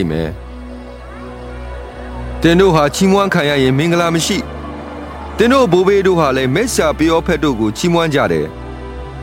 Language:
Burmese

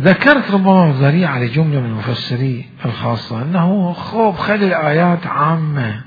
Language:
Mesopotamian Arabic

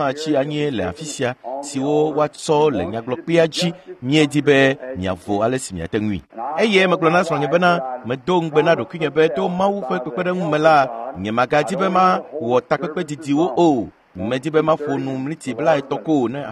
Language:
Ewe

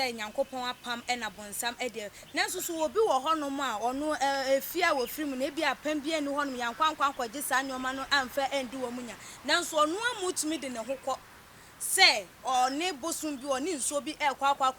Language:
Akan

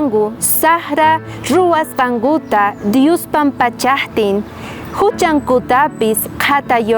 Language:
South Bolivian Quechua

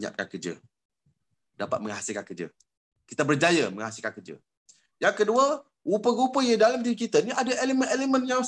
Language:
Malay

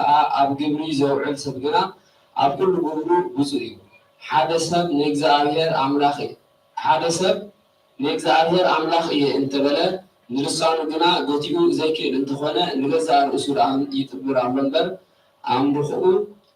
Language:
Tigrinya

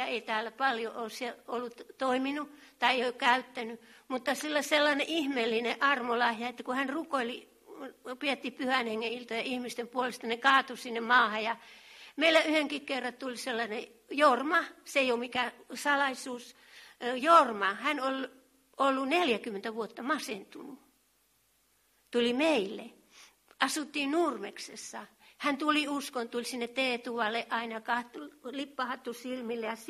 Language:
Finnish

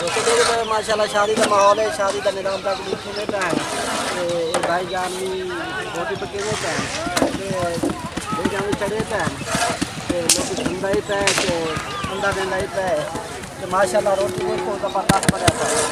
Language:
Saraiki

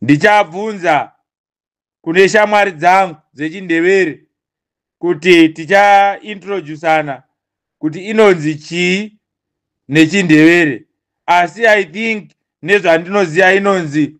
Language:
Shona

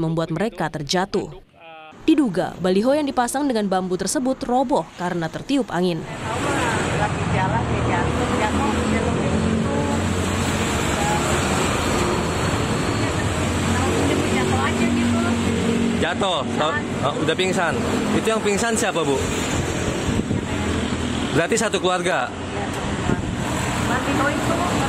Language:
Indonesian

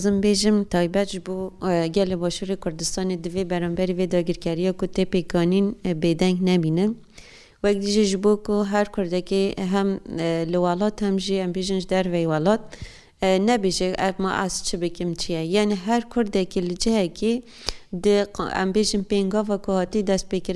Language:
Kurdish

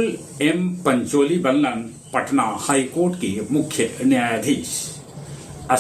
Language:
Magahi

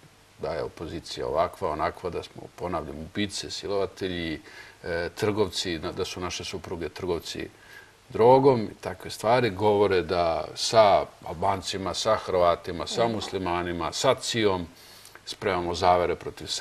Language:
Serbian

